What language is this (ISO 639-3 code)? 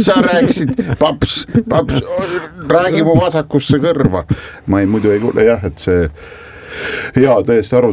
est